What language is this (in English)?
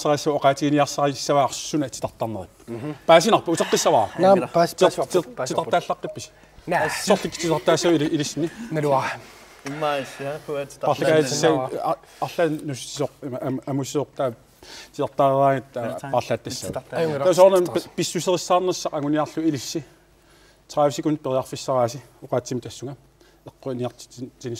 Kalaallisut